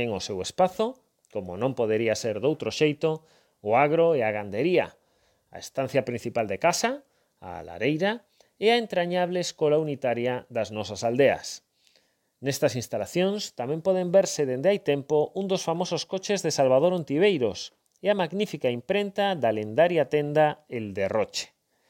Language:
Galician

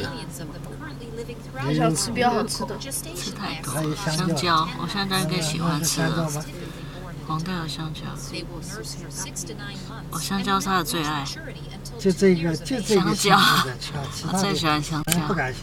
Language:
Chinese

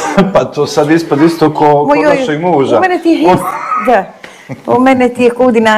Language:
Bosnian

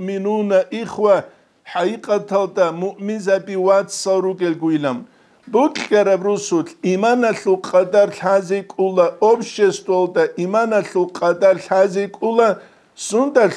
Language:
Avaric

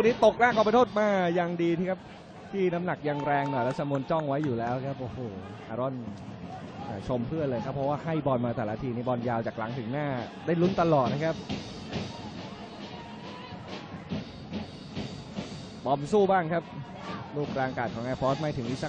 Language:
Thai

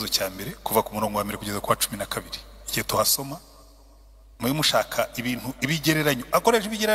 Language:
Kinyarwanda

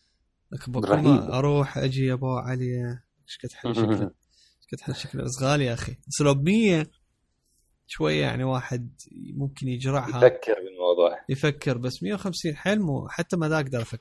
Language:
Mesopotamian Arabic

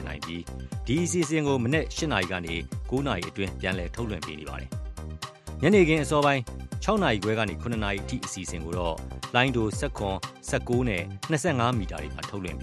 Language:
Burmese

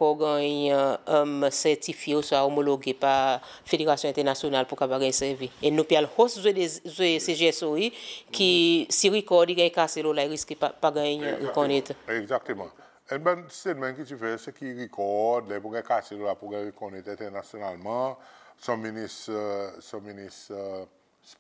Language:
Seselwa Creole French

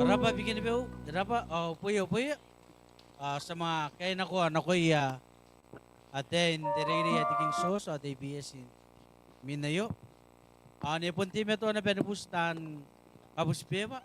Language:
Gilbertese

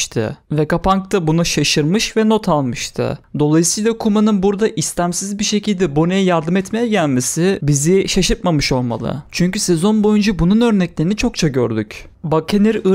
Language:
Turkish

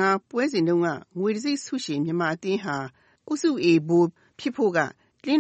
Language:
Burmese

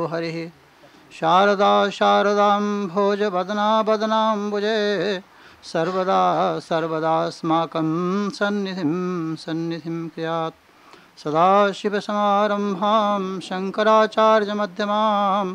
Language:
Sanskrit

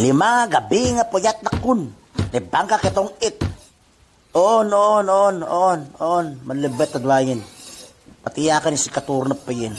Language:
Itawit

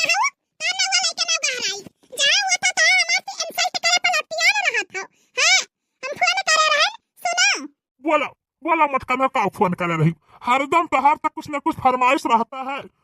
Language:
Bhojpuri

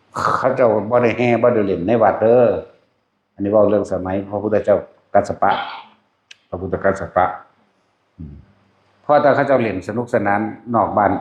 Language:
Northeastern Thai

